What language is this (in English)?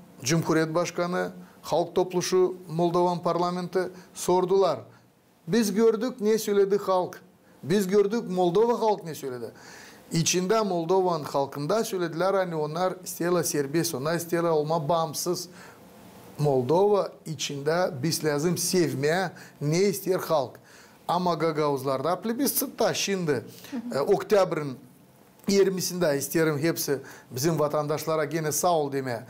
Gagauz